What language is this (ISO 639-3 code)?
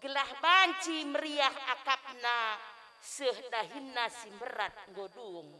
btx